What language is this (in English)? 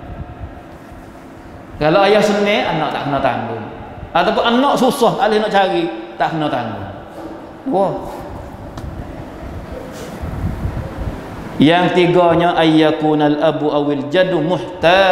Malay